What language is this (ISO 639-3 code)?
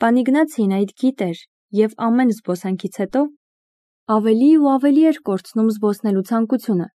hye